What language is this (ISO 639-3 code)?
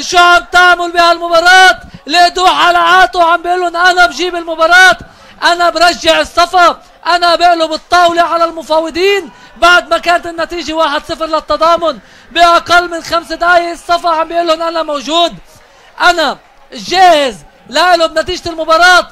apc